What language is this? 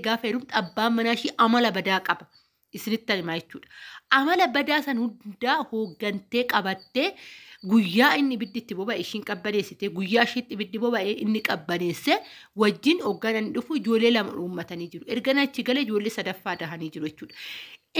Oromo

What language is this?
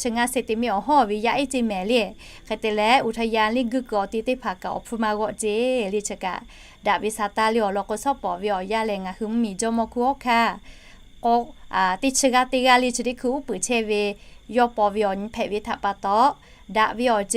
Lahu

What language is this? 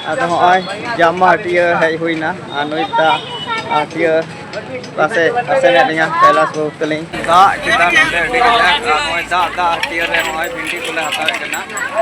Santali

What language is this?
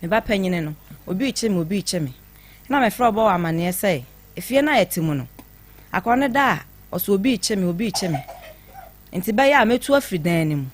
Akan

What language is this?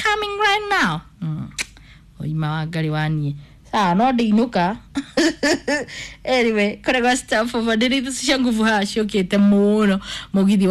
Kikuyu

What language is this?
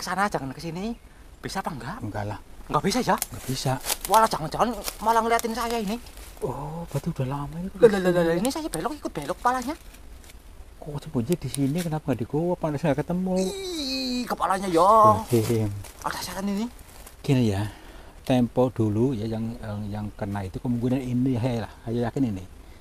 Indonesian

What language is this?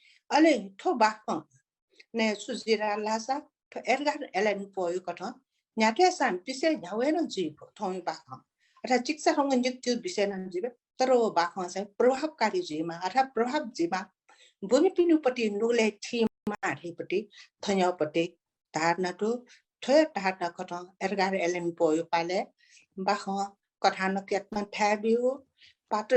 Newari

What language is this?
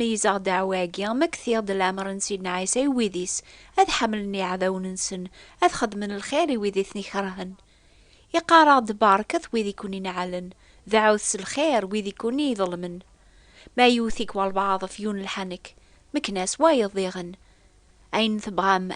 Kabyle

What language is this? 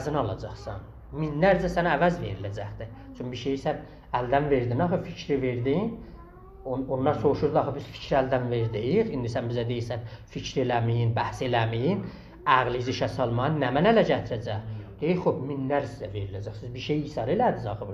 South Azerbaijani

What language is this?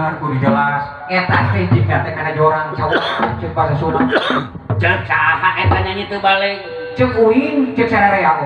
Sundanese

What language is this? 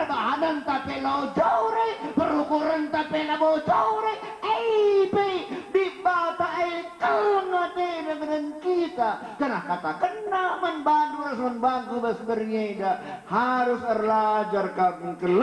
Batak Karo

